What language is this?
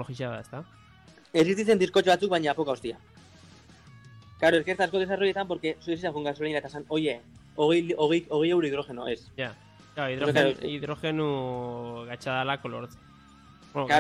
Basque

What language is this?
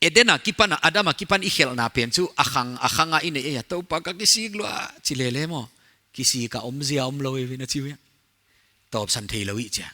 Paite Chin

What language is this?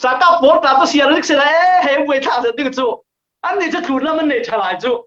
Falam Chin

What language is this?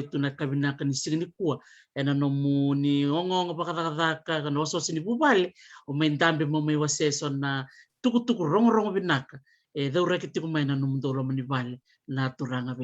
Fijian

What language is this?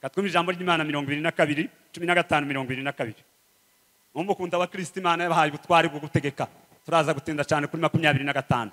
Kinyarwanda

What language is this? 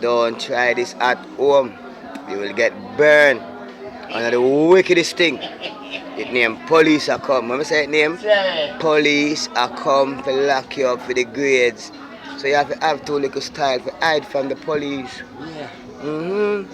Jamaican Creole English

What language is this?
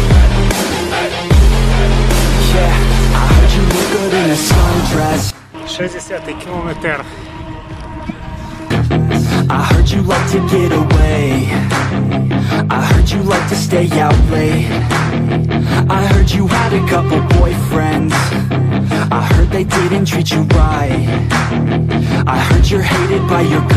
Slovak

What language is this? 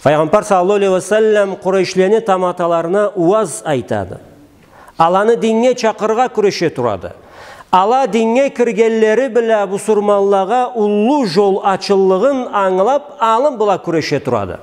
Karachay-Balkar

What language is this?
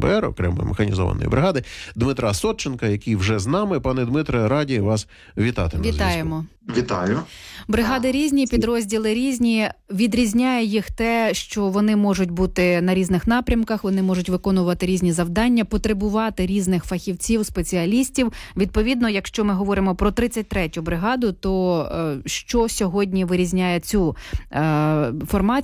Ukrainian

